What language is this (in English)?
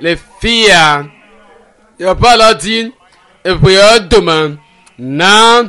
Ewe